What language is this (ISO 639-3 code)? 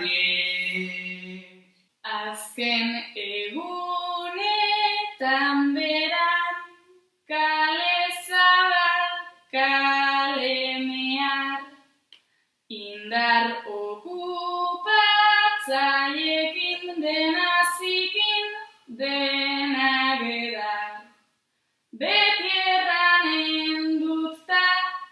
eus